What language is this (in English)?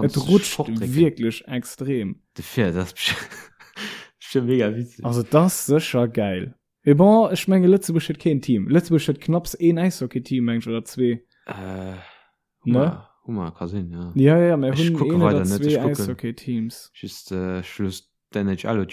Luxembourgish